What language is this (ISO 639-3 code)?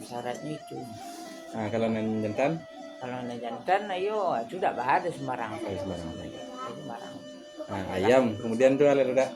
min